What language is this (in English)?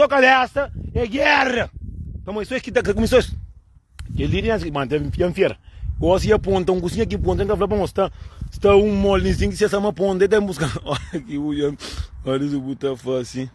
Kabuverdianu